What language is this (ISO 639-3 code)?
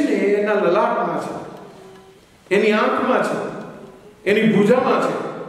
guj